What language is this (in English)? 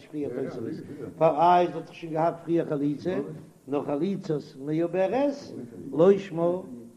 Yiddish